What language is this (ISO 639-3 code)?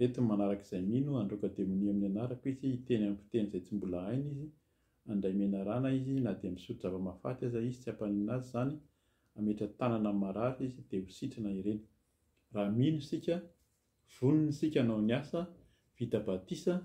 mlg